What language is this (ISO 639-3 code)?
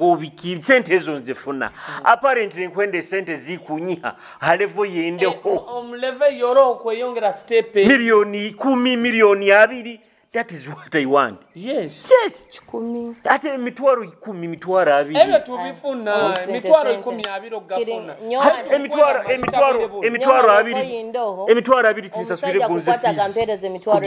nyo